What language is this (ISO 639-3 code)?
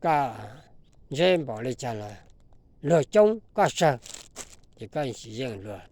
hmn